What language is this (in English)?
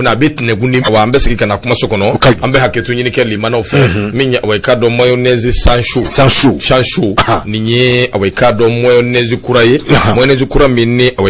Bambara